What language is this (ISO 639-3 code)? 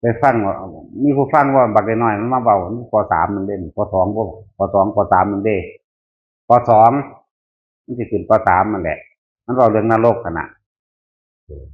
tts